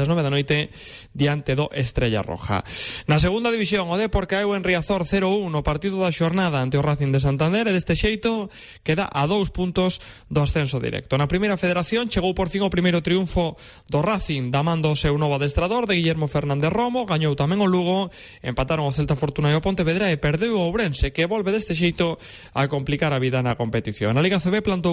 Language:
Galician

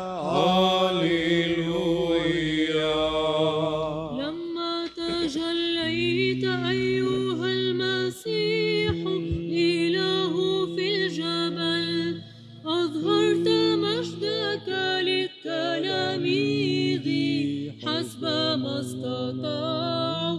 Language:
Arabic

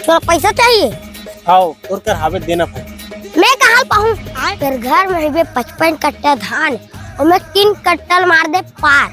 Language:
Chhattisgarhi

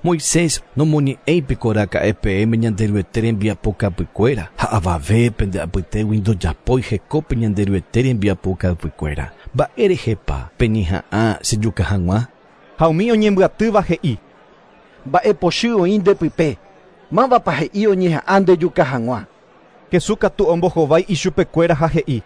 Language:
Guarani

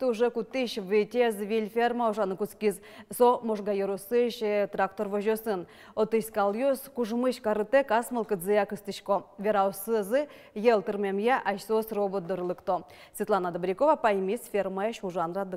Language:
Udmurt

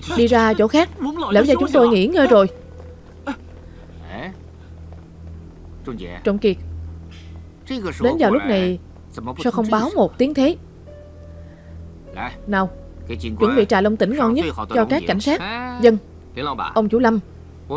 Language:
Vietnamese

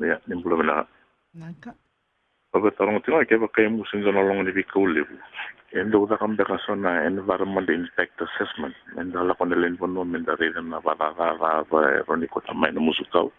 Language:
Fijian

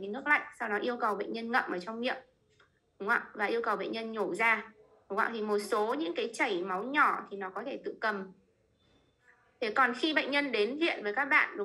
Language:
Vietnamese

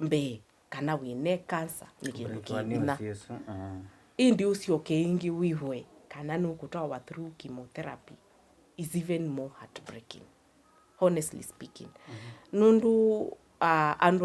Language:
Kamba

